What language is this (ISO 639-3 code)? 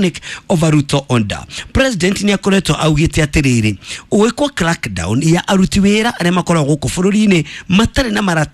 kik